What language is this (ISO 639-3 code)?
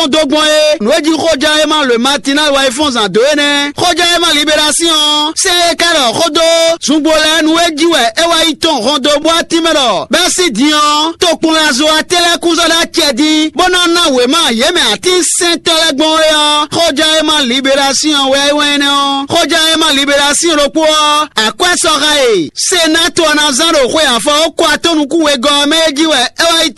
fon